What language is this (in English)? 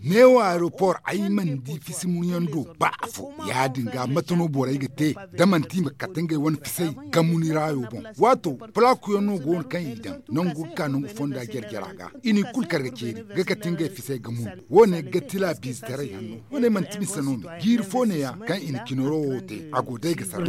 Zarma